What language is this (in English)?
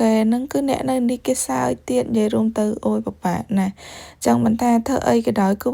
Khmer